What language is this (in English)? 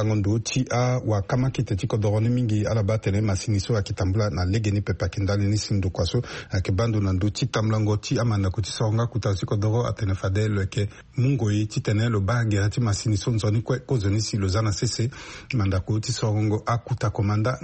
Sango